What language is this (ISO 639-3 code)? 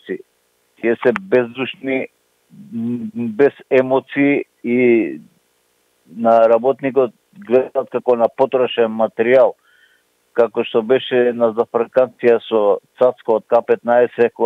mkd